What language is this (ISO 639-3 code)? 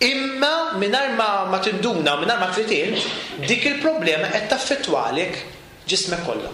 mlt